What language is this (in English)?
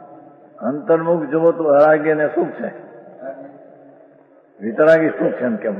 Gujarati